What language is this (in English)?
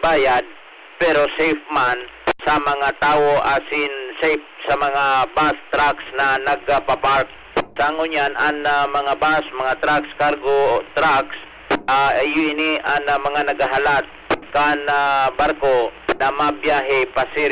Bikol